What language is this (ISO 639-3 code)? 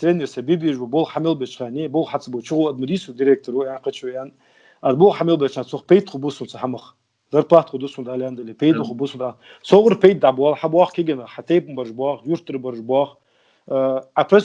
inh